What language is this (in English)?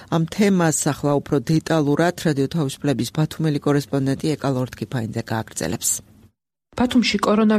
Georgian